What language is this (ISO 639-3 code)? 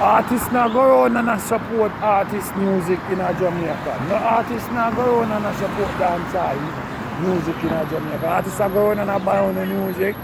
jam